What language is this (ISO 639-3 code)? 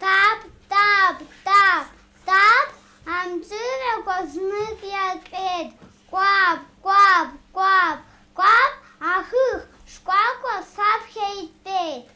abk